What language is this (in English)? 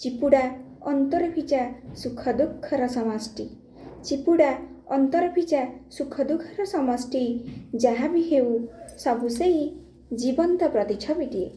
Odia